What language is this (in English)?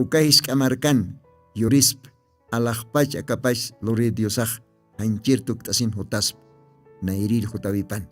Aymara